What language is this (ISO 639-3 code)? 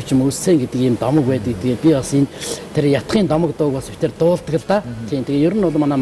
mon